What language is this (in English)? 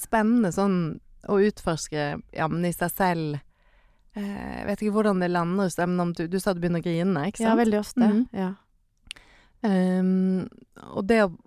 Norwegian